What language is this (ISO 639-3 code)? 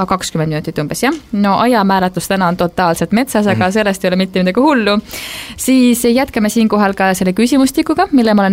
est